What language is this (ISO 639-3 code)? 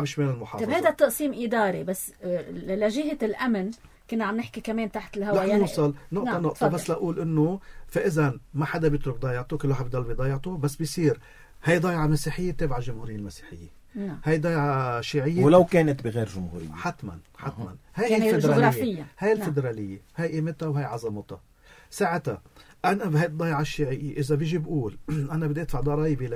apc